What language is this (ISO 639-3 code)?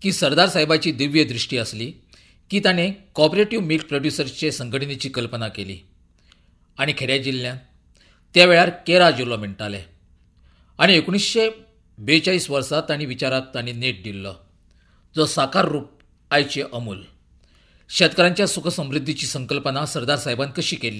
kok